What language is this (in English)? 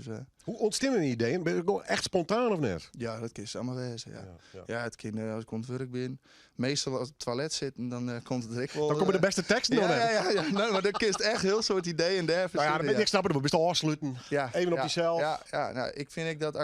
Western Frisian